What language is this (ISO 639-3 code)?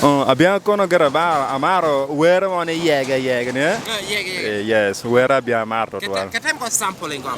laj